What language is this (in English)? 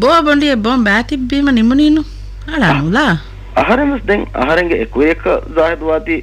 Divehi